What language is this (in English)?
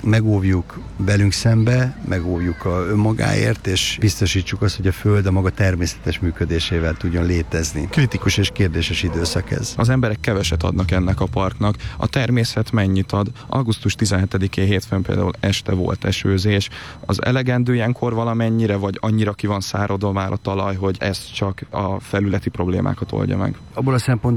Hungarian